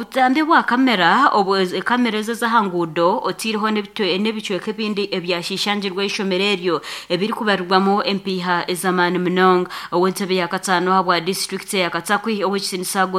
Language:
Nyankole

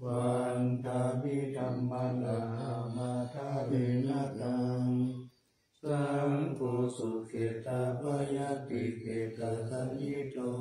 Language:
Pali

